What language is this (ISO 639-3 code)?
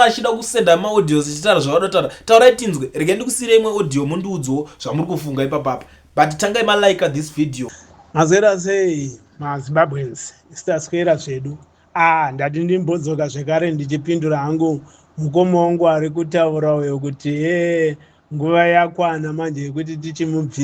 sna